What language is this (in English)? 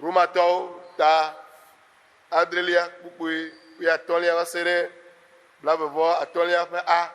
Ewe